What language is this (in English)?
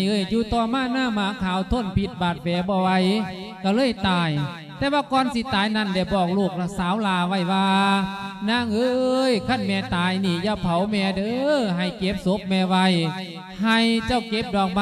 Lao